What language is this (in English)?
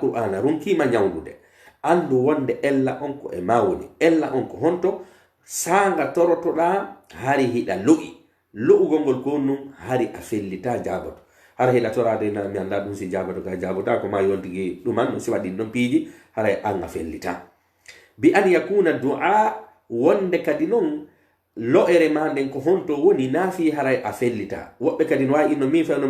Pular